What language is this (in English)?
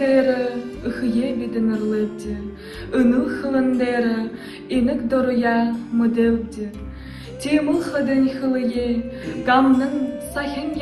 Buriat